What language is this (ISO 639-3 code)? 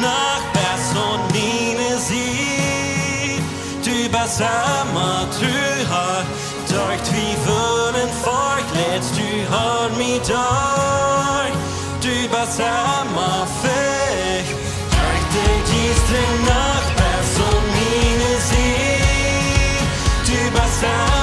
pdt